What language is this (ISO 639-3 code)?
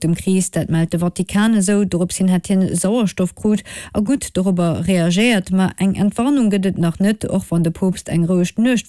ltz